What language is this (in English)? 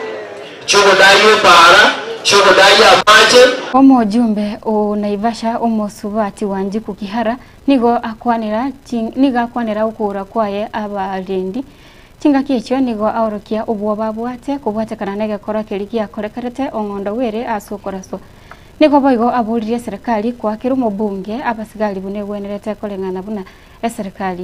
Gusii